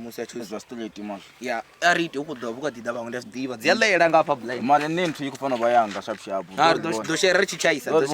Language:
Venda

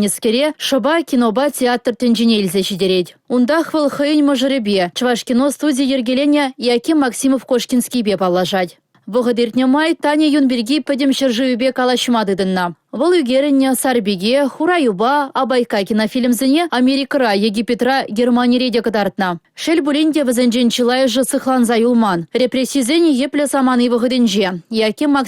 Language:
Chuvash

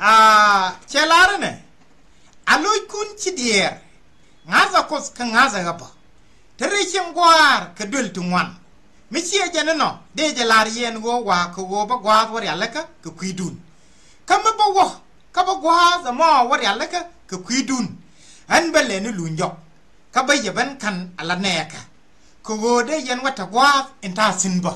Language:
Nuer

